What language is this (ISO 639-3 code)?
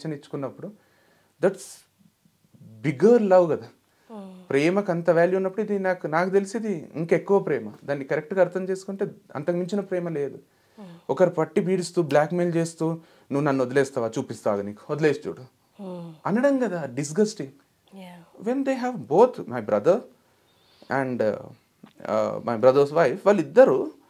tel